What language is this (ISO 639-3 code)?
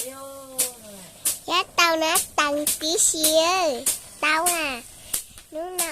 hmn